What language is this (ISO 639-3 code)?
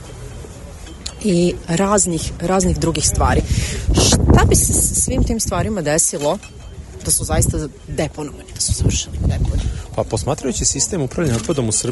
srp